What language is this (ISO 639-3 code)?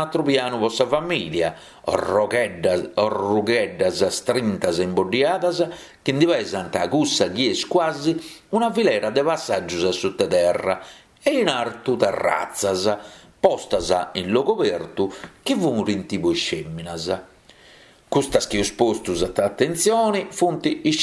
srd